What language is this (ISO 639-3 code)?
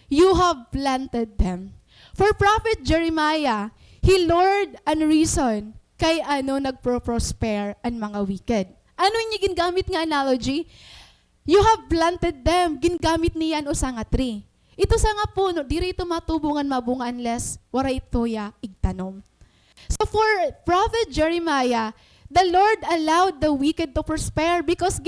war